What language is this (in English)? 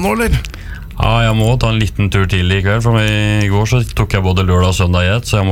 Norwegian